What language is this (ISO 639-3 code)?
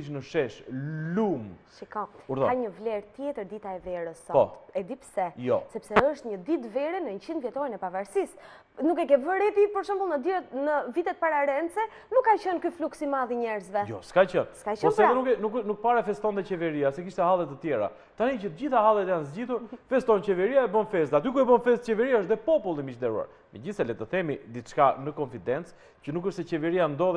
sqi